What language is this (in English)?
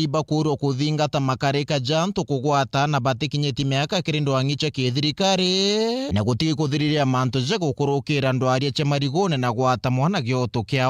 Meru